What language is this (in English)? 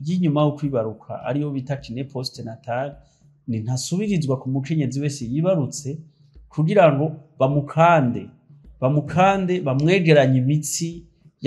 Rundi